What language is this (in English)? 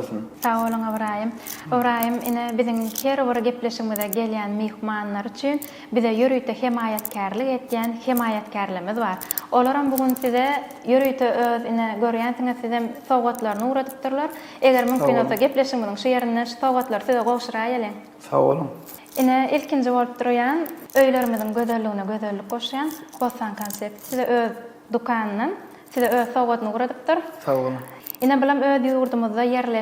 Turkmen